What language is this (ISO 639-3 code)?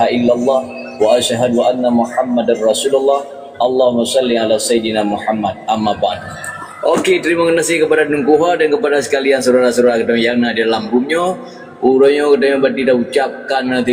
ace